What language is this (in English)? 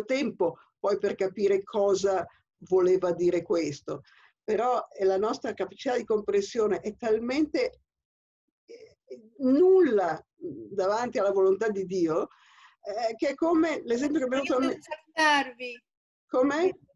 Italian